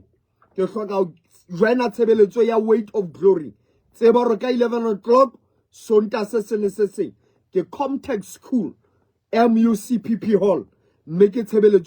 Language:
Southern Sotho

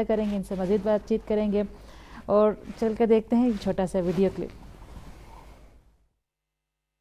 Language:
Urdu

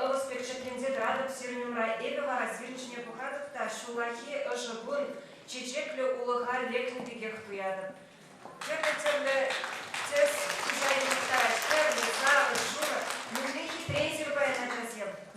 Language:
Chuvash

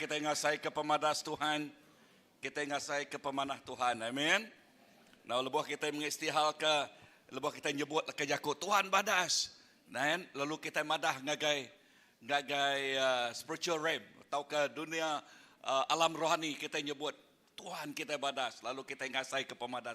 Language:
Iban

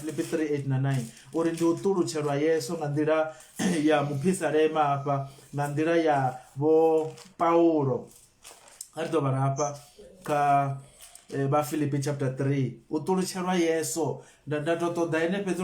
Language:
Venda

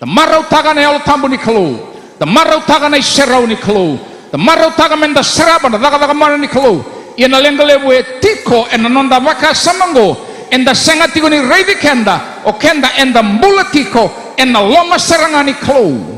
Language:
Fijian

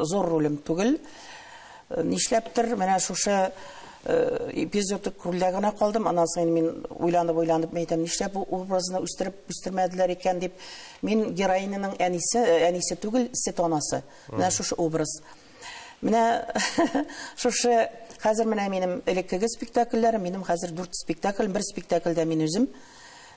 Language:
Tatar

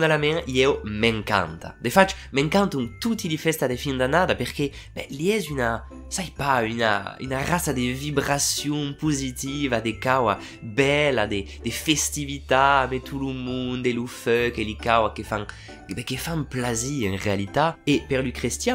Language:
Occitan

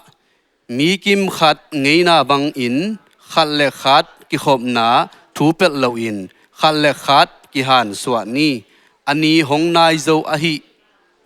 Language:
Tedim Chin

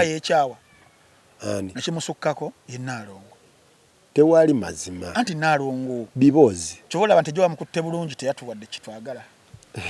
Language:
Ganda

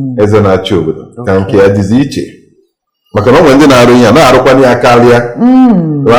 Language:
Igbo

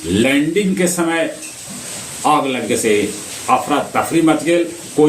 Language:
Magahi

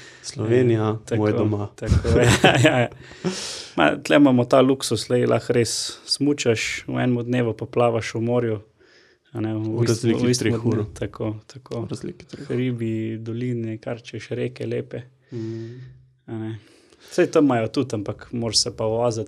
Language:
Slovenian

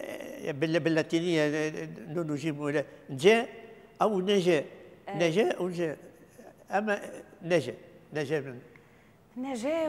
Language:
Tunisian Arabic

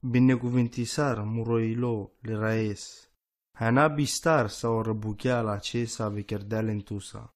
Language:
Romany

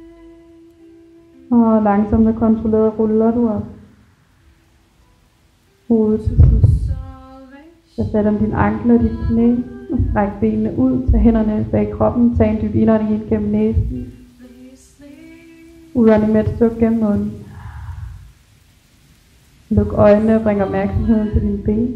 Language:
Danish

